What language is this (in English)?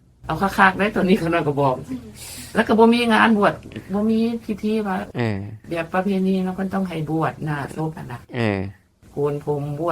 Northeastern Thai